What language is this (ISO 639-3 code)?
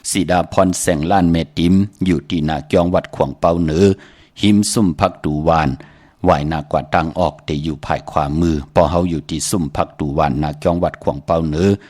shn